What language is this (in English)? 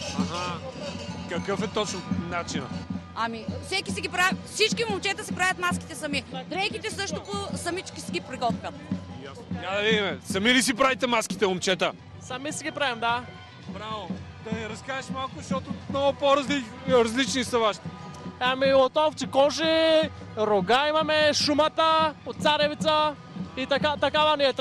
Bulgarian